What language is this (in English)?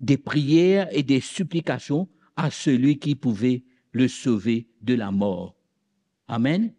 Morisyen